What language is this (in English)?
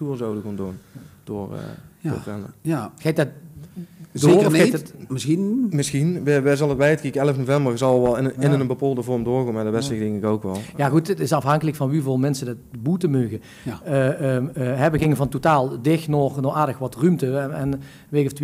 Limburgish